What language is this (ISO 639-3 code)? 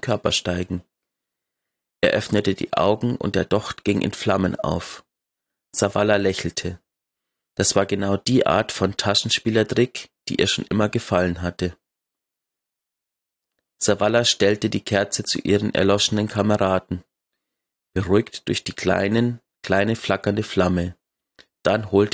deu